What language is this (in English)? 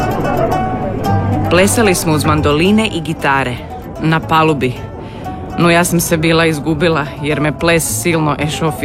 Croatian